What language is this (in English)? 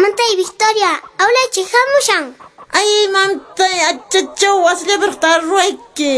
Quechua